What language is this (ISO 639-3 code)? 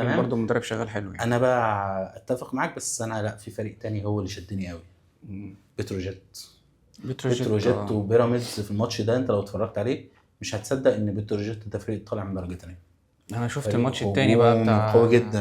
arz